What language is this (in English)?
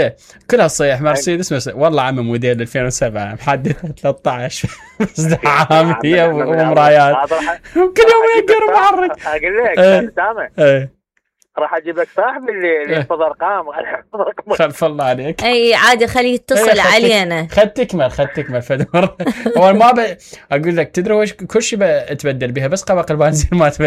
Mesopotamian Arabic